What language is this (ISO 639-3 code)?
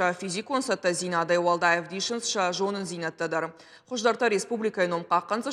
oss